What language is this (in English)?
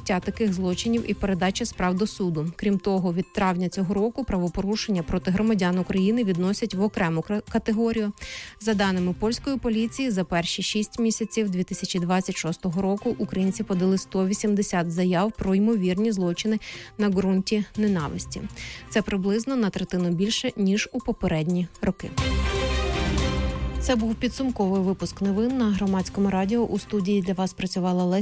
Ukrainian